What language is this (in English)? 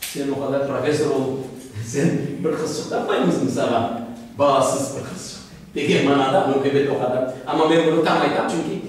Crimean Tatar